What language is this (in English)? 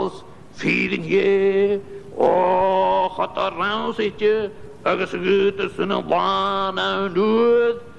Scottish Gaelic